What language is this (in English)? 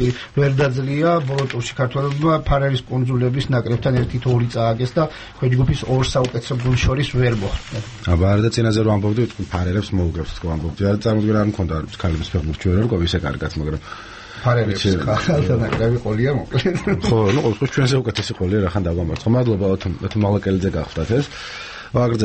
Georgian